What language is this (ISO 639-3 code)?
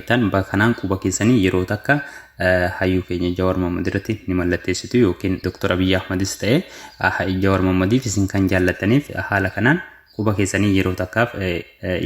orm